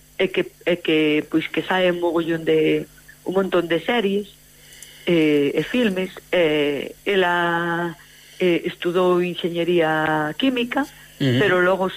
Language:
Galician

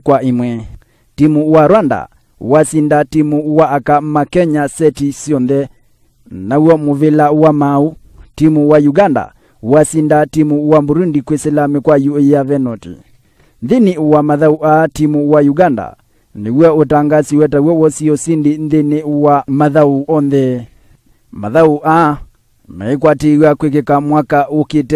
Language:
Kamba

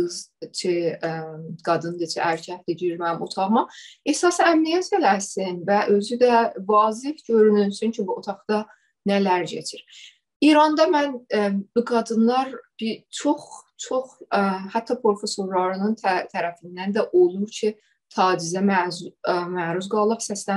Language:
South Azerbaijani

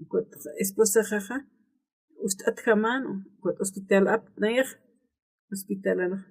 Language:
Aymara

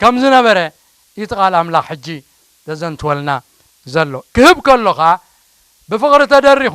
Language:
Tigrinya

